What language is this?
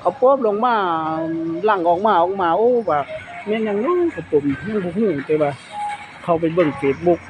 Lao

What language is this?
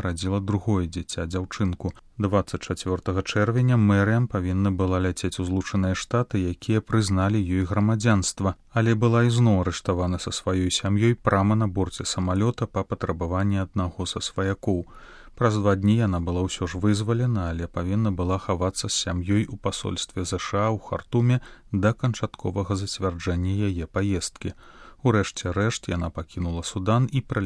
Belarusian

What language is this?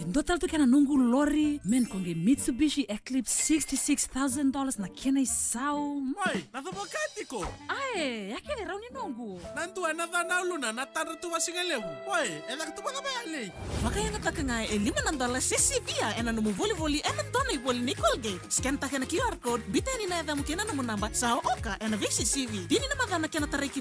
Fijian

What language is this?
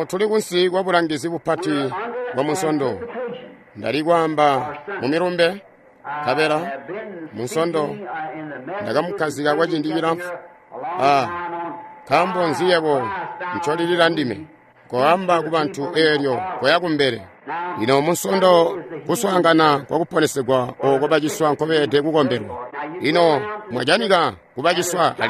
Tonga (Zambia)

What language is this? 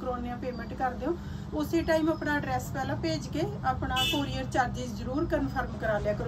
Hindi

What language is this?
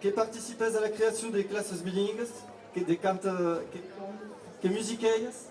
Occitan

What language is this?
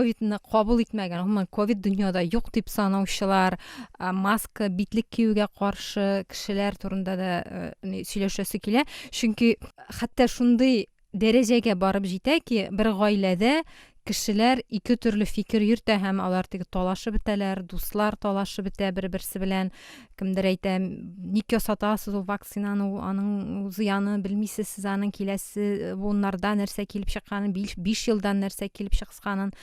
Tatar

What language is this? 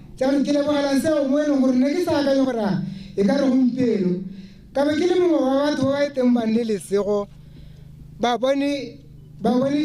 Tswana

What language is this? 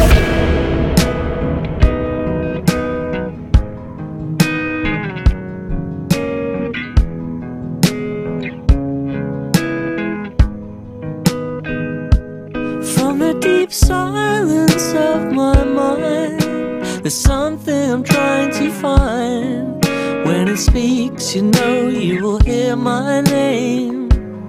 English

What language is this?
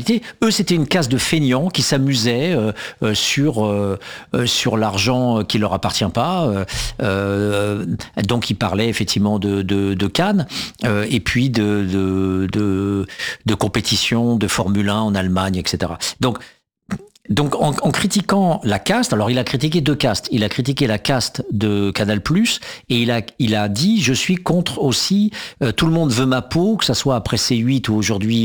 French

